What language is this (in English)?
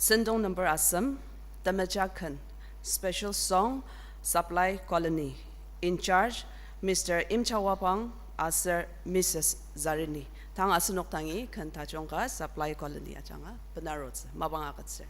Ao Naga